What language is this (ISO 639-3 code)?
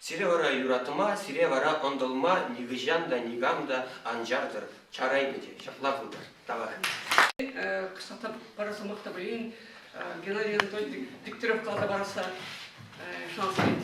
chv